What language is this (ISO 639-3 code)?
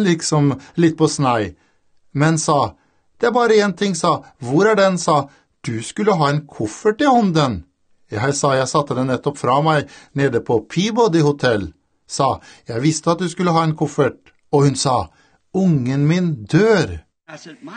nor